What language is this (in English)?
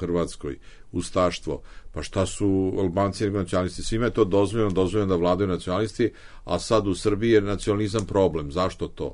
Serbian